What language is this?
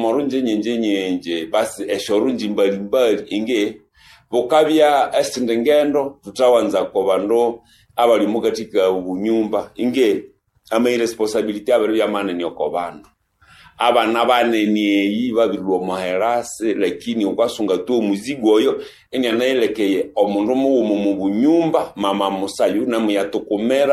Nande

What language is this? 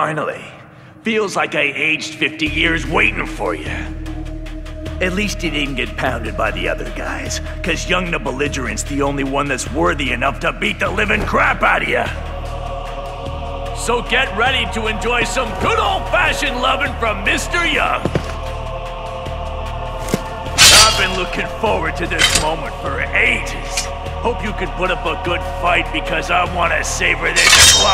English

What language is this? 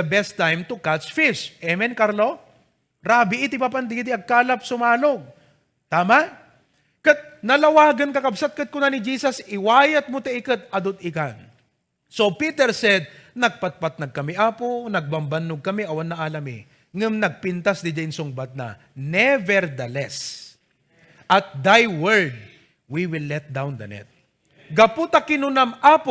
Iloko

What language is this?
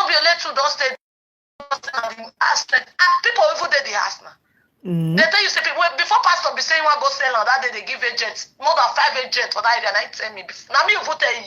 Nigerian Pidgin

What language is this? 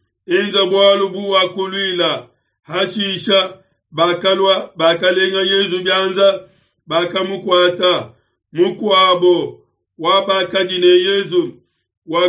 Luba-Lulua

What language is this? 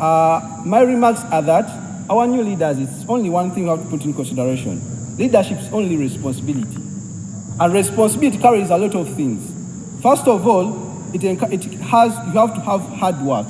Soga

